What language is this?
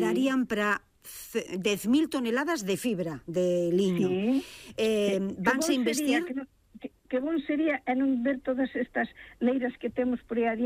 Galician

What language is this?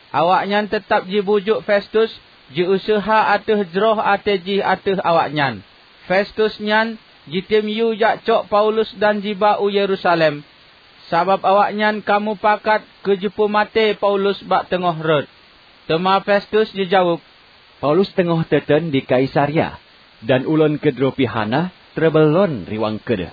Achinese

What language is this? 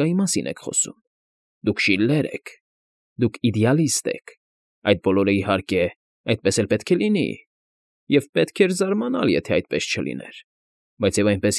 Armenian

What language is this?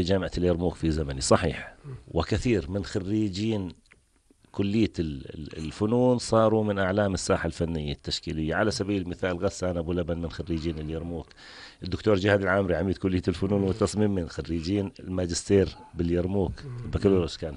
North Levantine Arabic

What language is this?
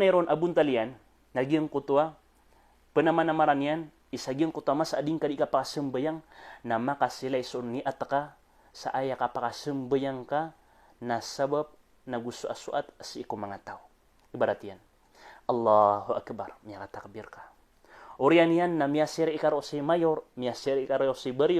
Maranao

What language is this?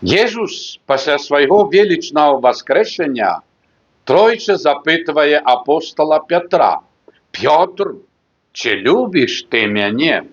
Belarusian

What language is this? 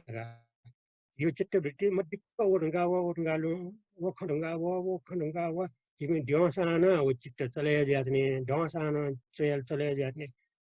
Newari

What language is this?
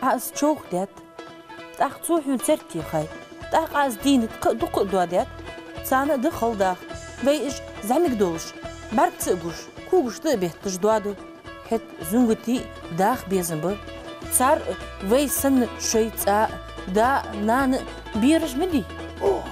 Ingush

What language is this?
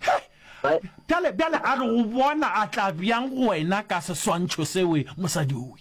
Northern Sotho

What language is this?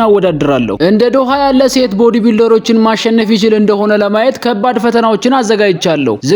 Amharic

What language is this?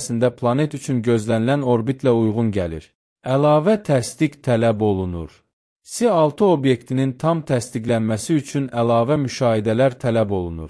Azerbaijani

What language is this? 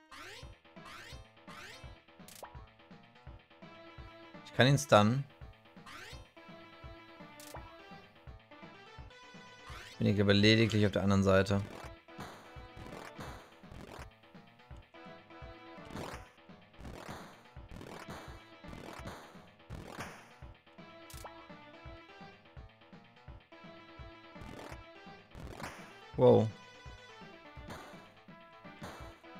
German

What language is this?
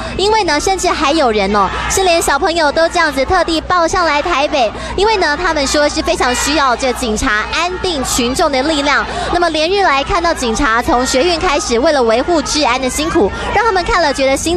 Chinese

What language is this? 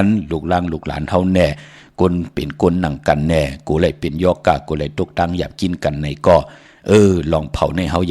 Shan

